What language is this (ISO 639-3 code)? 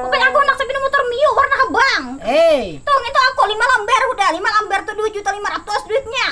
bjn